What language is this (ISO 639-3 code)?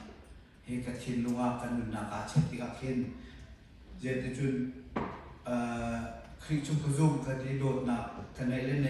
cnh